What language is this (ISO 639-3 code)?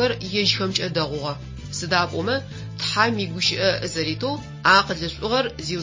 ady